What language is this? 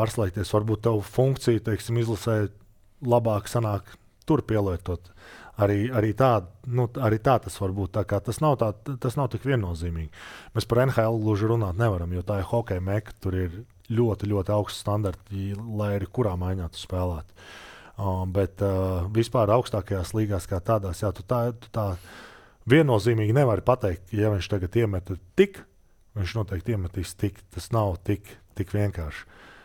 Latvian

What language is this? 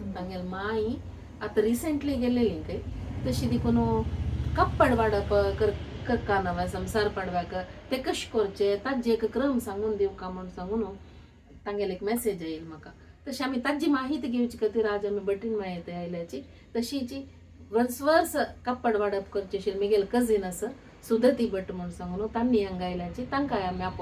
Konkani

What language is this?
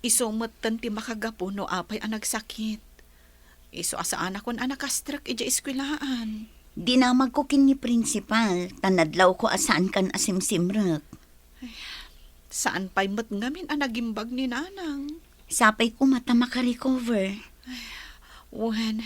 Iloko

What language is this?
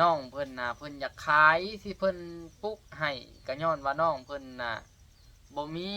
Lao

